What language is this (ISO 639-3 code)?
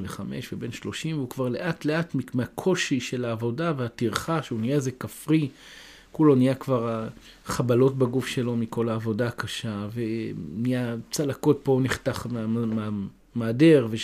heb